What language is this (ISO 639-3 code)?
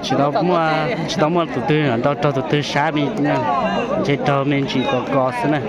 hmn